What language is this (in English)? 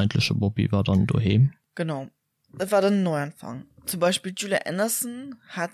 Luxembourgish